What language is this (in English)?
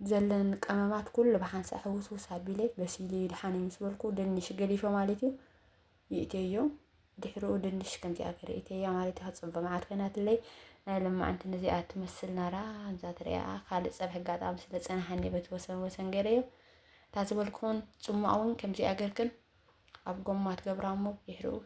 Tigrinya